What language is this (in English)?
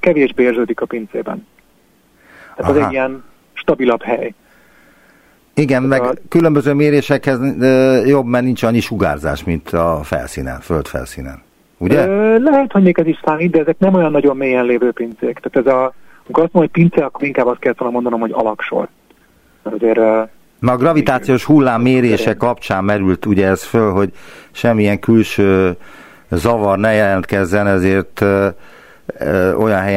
Hungarian